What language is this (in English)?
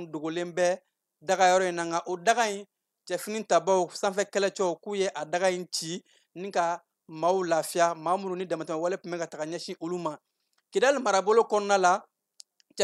Bambara